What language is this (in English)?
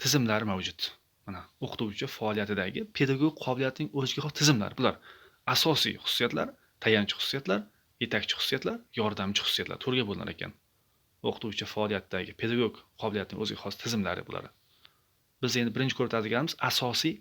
Uzbek